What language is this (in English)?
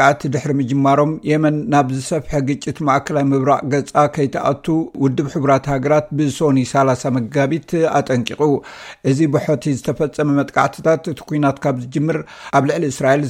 Tigrinya